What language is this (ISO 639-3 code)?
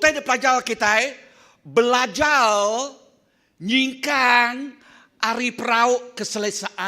iba